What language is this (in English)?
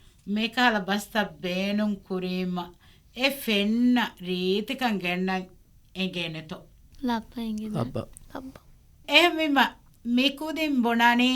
Divehi